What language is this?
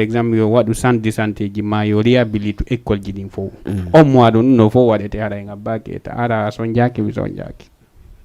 Fula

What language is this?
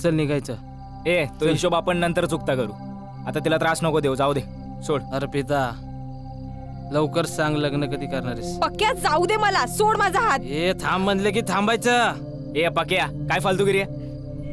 Marathi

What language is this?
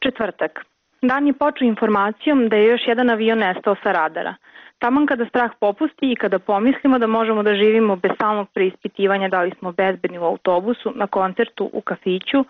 Serbian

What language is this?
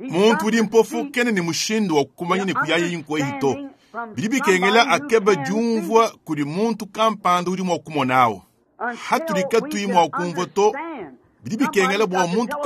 Luba-Lulua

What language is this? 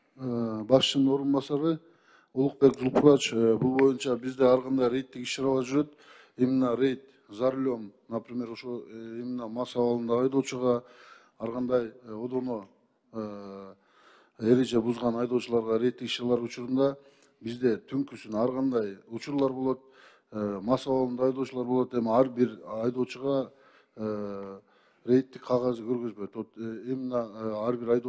Kyrgyz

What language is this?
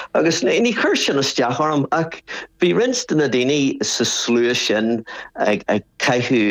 Irish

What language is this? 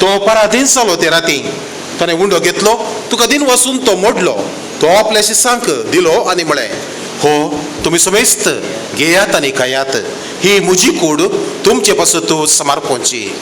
Konkani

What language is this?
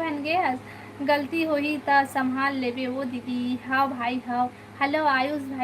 Chhattisgarhi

